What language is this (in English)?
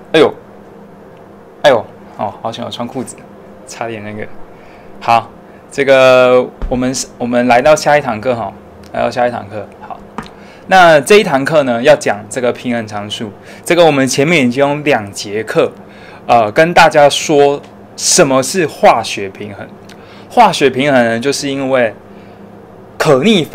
Chinese